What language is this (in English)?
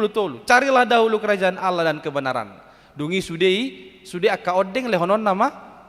Batak Toba